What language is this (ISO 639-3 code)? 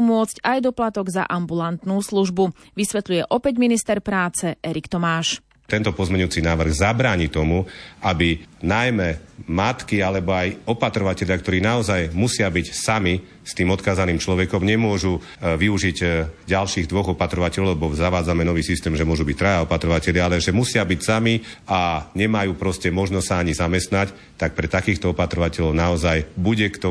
slk